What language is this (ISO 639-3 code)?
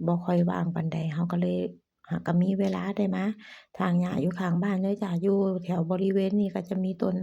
lao